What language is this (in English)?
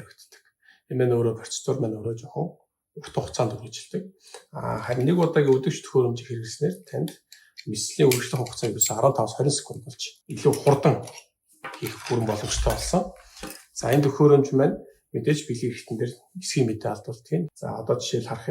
Mongolian